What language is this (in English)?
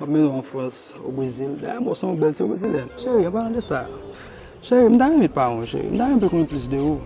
Haitian Creole